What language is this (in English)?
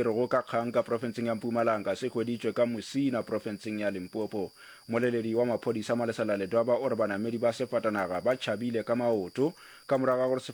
Northern Sotho